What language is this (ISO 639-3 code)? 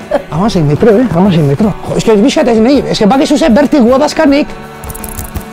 eus